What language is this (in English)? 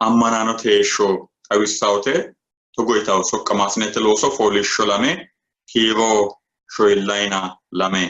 Sidamo